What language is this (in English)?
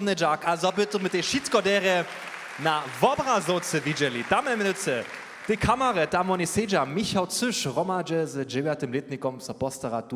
Upper Sorbian